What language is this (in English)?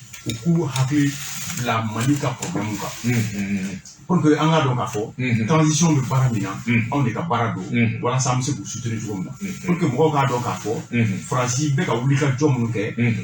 Bambara